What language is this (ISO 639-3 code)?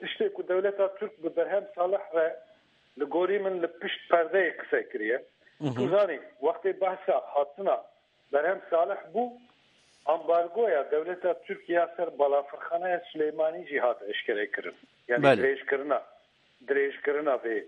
kur